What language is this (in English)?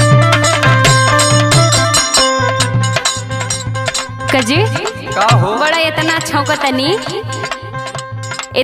Bhojpuri